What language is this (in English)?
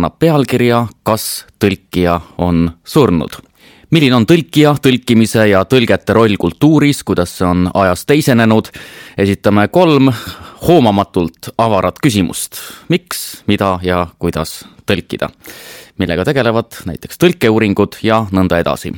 Estonian